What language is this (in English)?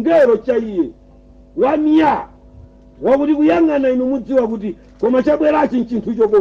Nyanja